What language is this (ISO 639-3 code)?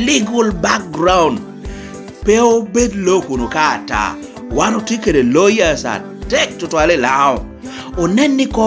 laj